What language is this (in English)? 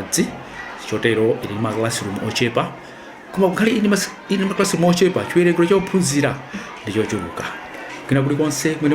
Nyanja